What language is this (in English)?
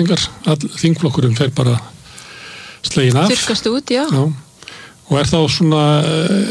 Icelandic